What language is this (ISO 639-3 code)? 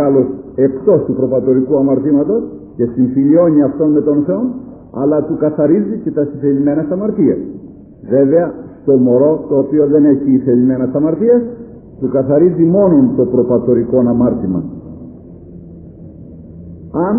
ell